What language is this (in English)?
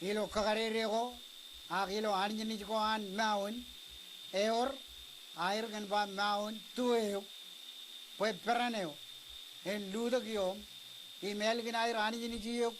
Marshallese